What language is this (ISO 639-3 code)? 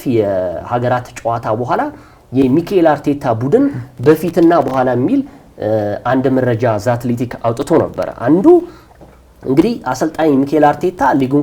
amh